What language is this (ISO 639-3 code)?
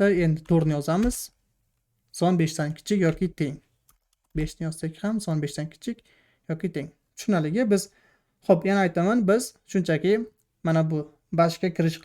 uzb